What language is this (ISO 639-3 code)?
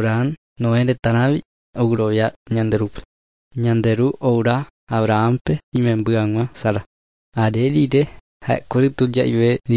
grn